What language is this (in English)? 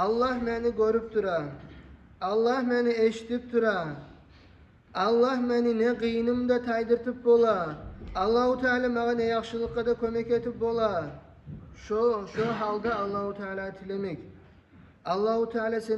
Kumyk